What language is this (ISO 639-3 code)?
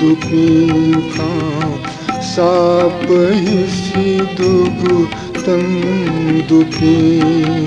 new